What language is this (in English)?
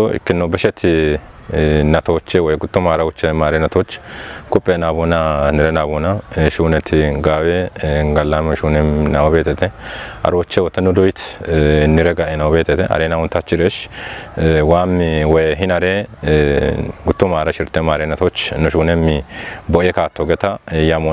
Kafa